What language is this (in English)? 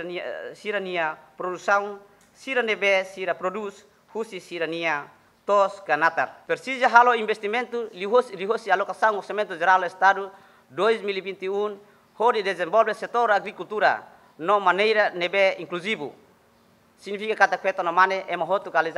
Tetum